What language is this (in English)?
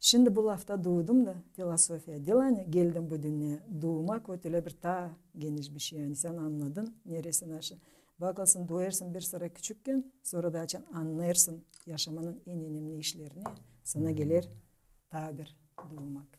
Gagauz